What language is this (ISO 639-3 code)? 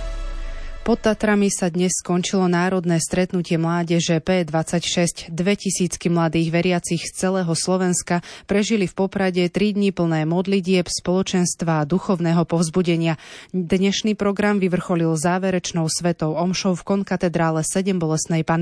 slk